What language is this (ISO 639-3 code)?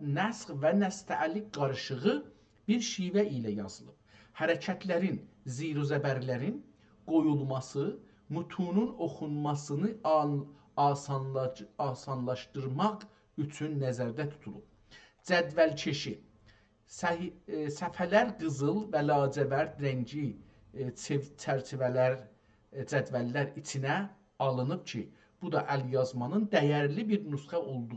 azb